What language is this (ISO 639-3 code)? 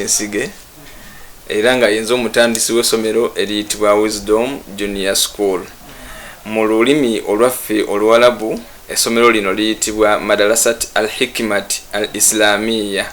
lug